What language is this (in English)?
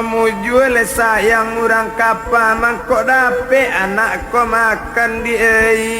Minangkabau